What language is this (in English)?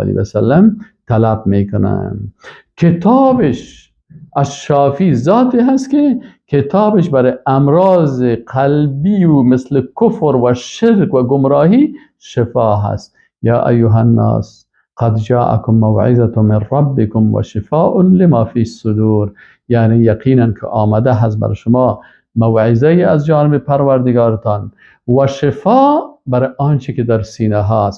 Persian